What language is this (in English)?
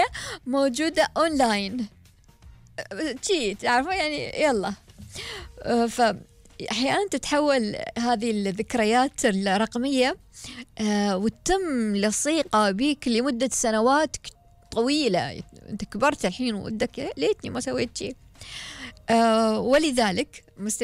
Gulf Arabic